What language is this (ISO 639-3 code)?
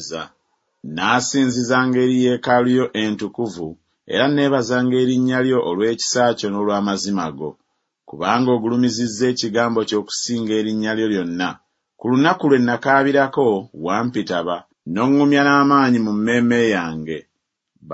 lug